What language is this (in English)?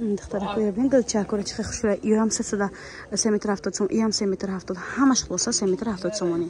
Tajik